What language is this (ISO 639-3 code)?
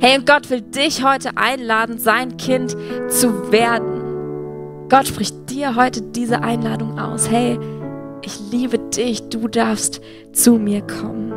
gsw